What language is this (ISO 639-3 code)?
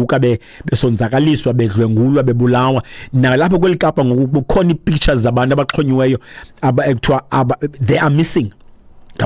xho